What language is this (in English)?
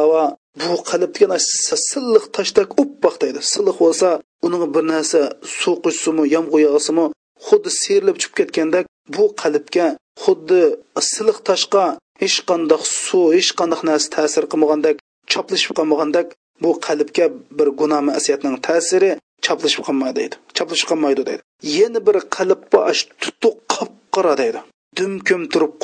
Uyghur